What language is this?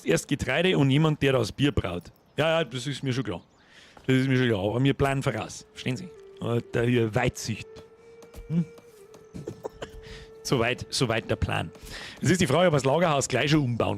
Bavarian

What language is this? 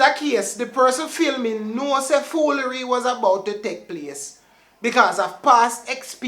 Jamaican Creole English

